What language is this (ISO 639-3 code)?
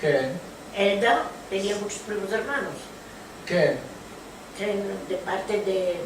lad